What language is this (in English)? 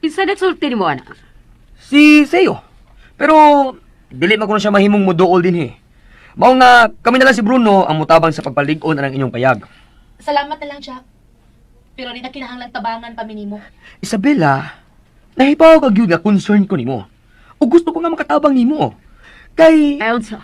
Cebuano